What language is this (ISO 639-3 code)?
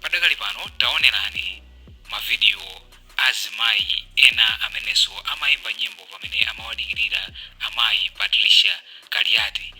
nya